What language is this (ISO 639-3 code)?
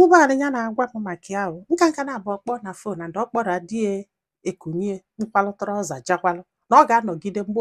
ibo